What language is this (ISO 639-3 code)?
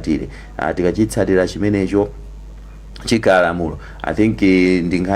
nya